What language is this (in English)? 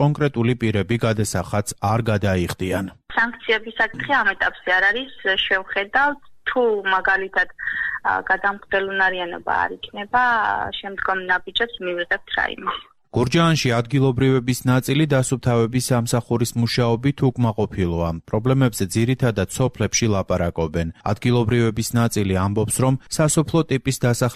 Georgian